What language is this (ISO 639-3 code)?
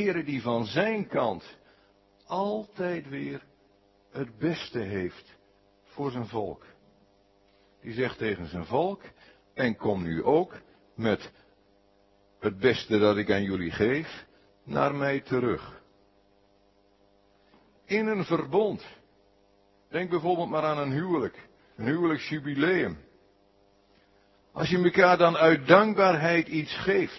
nld